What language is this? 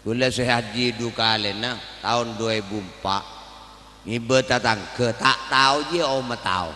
Madurese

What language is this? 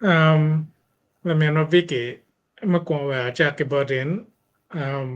Acoli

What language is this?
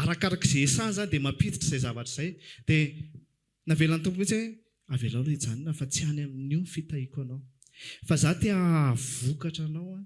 Malagasy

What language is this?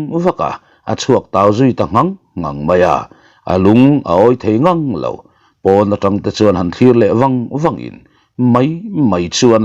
Mizo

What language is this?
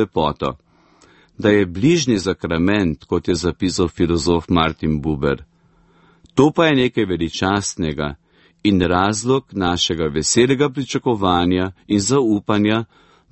Slovenian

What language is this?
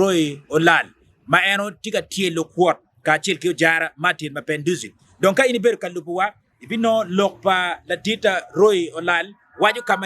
Acoli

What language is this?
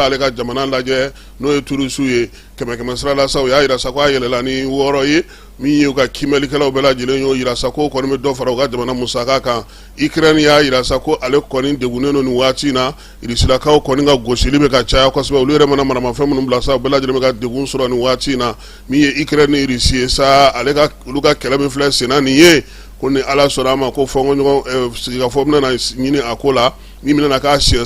Bambara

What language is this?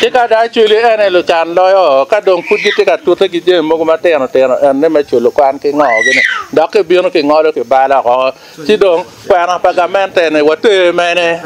Acoli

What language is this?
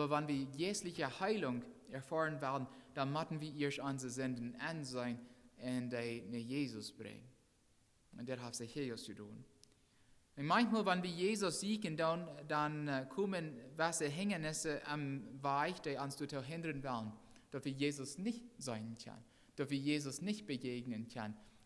Plautdietsch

